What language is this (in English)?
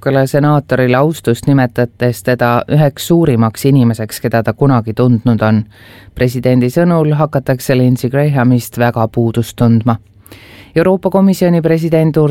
Estonian